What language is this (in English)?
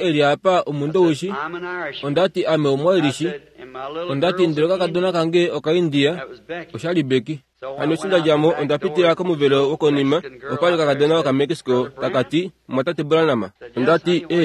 Kuanyama